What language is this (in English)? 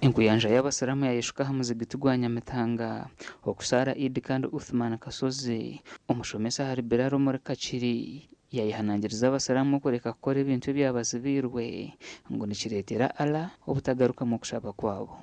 Nyankole